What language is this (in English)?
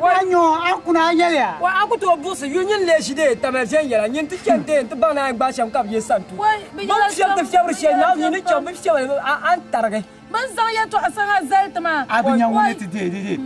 Dagbani